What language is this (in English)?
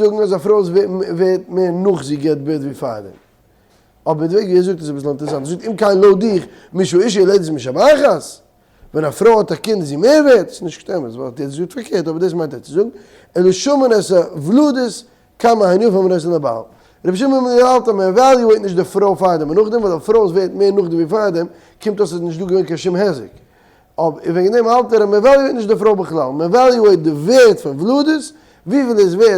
Yiddish